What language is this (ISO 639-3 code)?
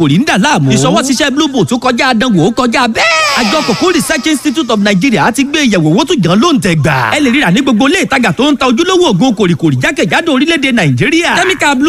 yor